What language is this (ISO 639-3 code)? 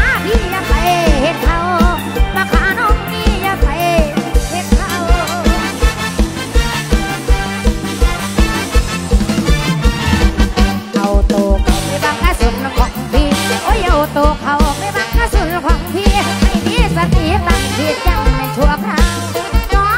tha